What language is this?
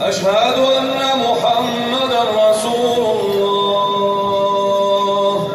Kumyk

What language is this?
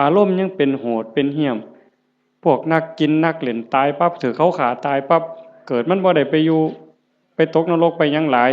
Northeastern Thai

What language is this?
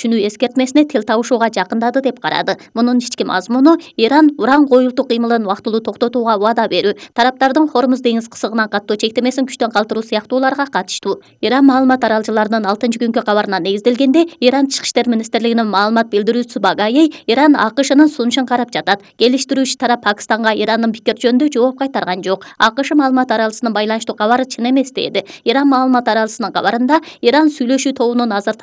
Kyrgyz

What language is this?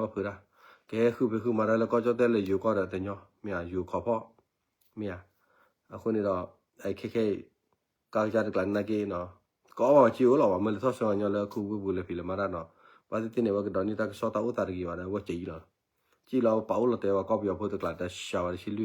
S'gaw Karen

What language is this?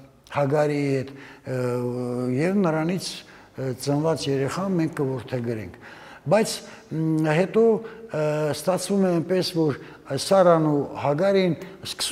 Armenian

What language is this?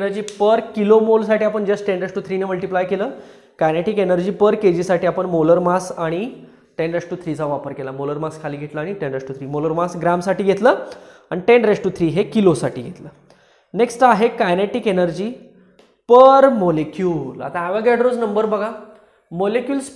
Marathi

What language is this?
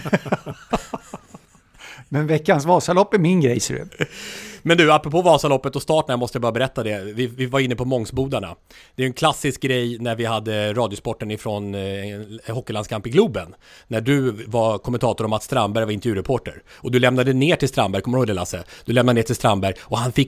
Swedish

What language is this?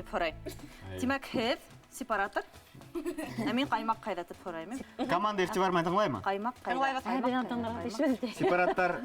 Bashkir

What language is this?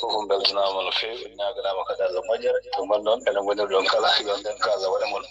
Fula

